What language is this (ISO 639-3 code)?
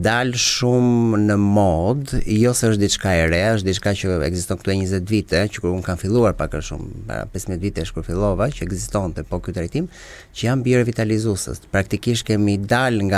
sqi